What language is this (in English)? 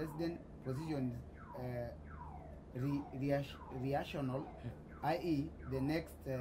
Masai